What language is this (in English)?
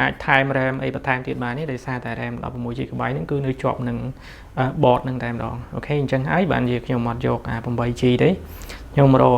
Khmer